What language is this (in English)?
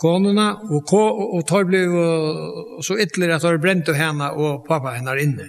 Faroese